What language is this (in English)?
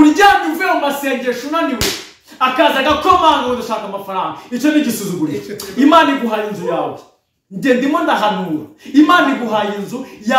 Kinyarwanda